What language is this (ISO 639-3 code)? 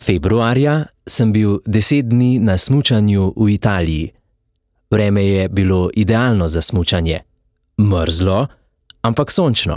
slv